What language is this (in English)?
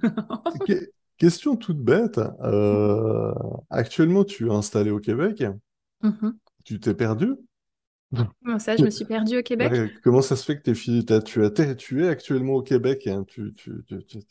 French